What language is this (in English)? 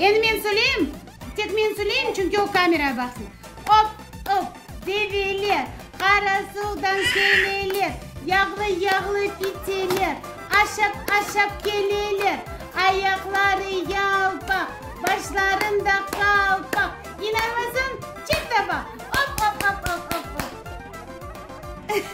Crimean Tatar